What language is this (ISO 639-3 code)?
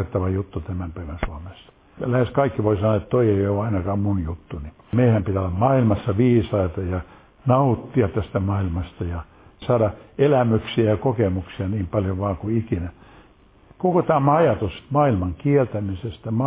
fin